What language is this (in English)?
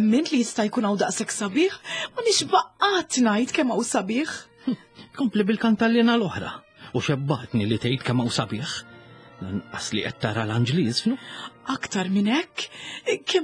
Maltese